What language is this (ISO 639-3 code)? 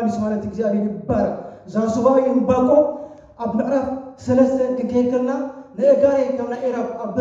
tir